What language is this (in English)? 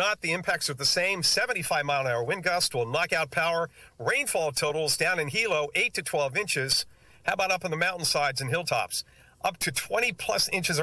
English